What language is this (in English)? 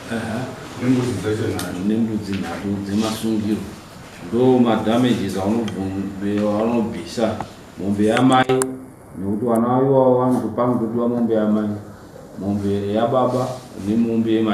Shona